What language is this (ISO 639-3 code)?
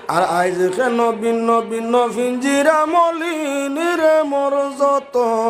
syl